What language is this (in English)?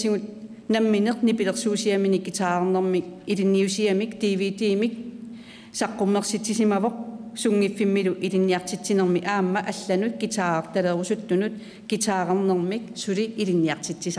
Kalaallisut